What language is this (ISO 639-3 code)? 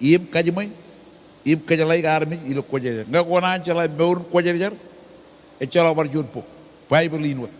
mah